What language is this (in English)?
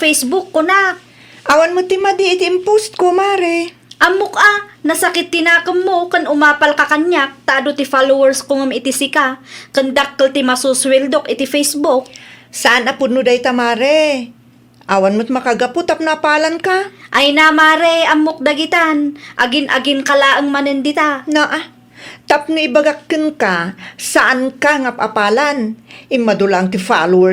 Iloko